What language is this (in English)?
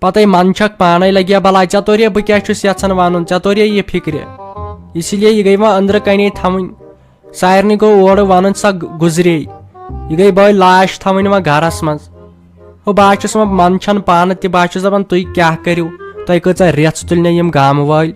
Kashmiri